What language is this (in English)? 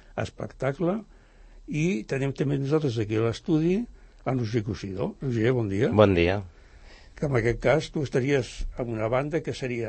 Catalan